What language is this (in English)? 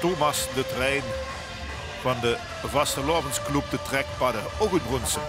Limburgish